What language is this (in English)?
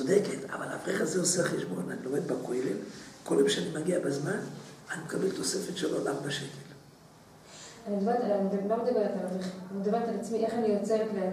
Hebrew